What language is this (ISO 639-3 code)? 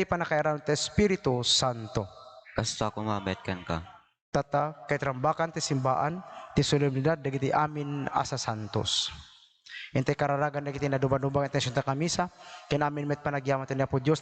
ilo